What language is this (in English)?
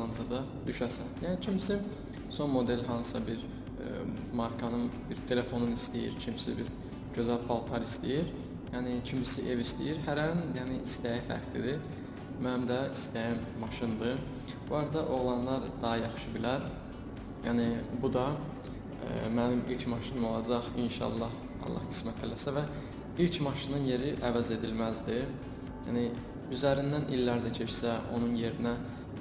Azerbaijani